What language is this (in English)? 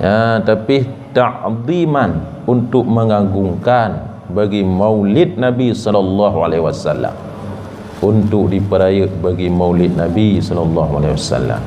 Achinese